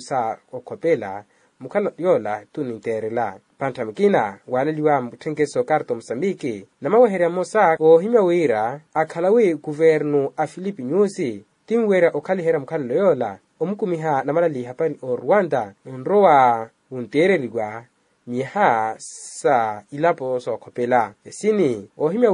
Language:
Makhuwa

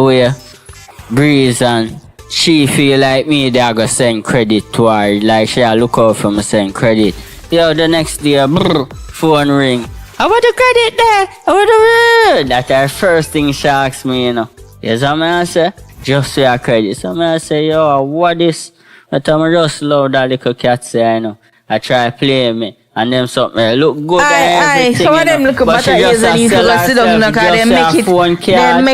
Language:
Jamaican Creole English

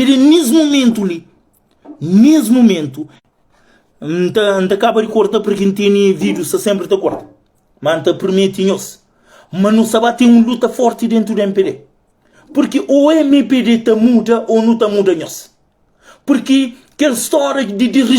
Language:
Kabuverdianu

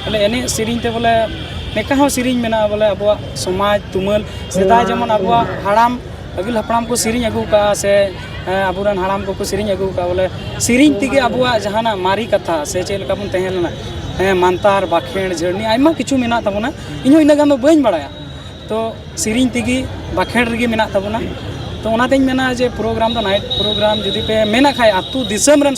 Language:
Santali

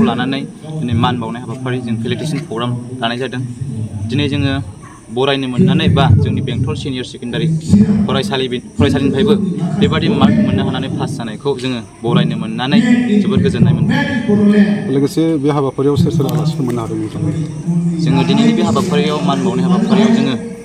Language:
Bodo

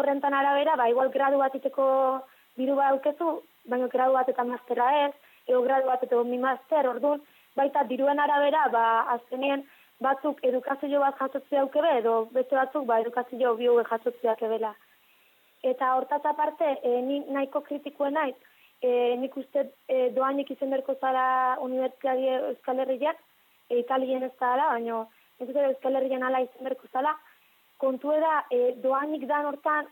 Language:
Basque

